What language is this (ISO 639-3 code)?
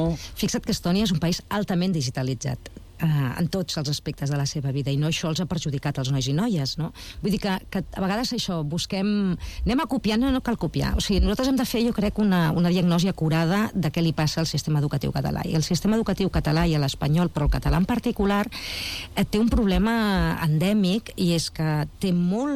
cat